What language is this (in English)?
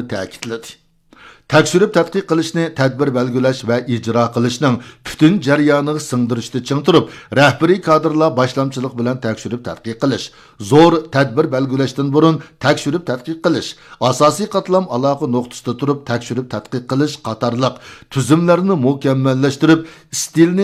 Uyghur